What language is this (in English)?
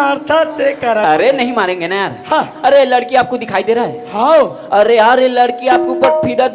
Chhattisgarhi